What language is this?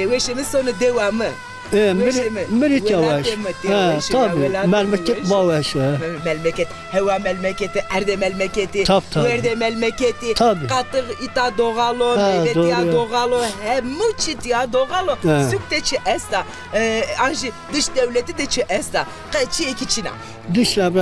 Zaza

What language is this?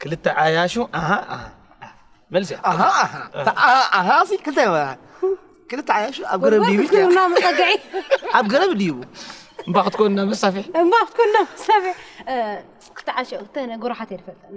Tigrinya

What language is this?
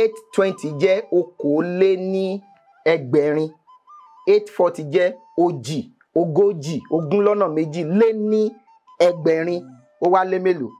Yoruba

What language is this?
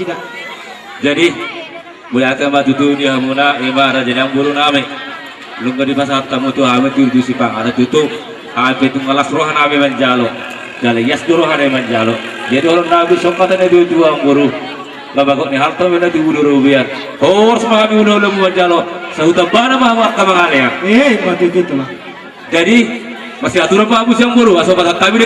Batak Toba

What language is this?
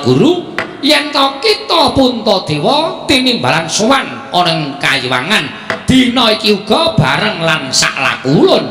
Javanese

